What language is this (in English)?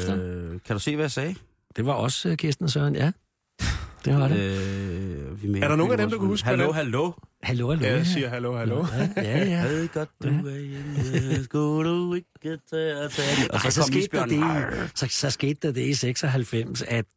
Danish